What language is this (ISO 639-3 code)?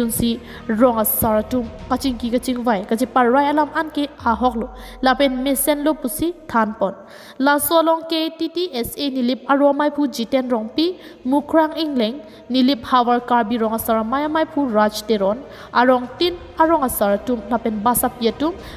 mjw